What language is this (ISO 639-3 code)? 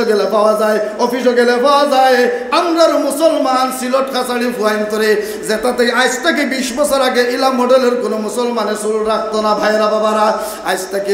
syl